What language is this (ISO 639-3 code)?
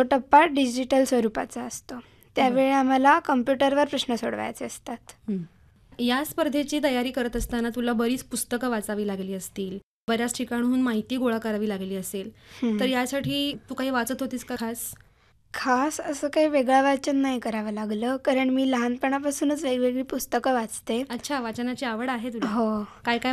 mar